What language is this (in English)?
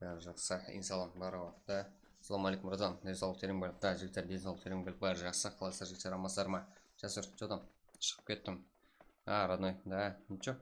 Kara-Kalpak